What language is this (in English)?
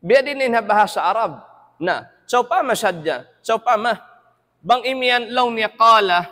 Tausug